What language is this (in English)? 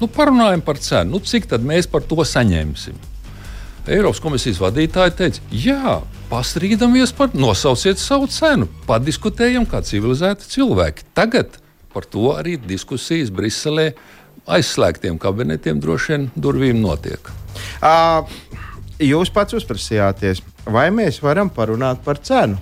Latvian